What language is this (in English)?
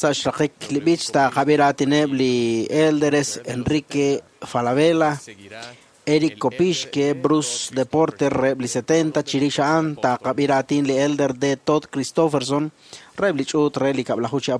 Kekchí